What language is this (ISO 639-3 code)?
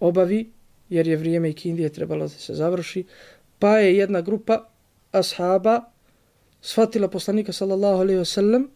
bos